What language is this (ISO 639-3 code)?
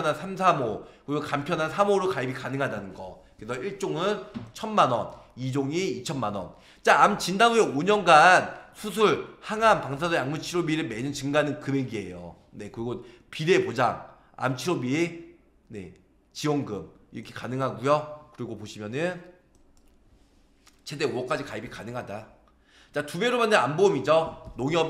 kor